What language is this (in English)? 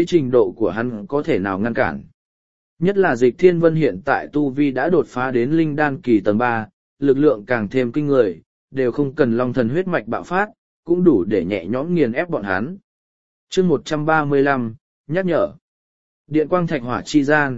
Vietnamese